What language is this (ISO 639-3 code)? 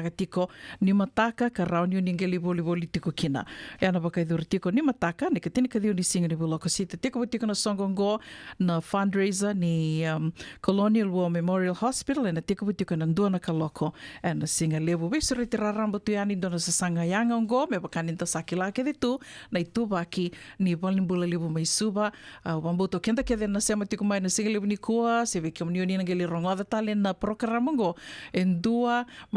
fij